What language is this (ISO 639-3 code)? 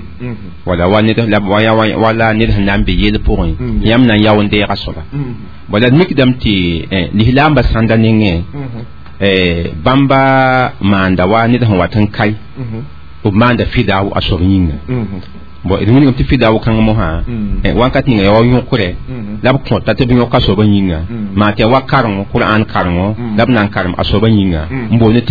mos